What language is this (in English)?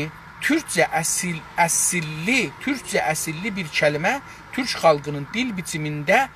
South Azerbaijani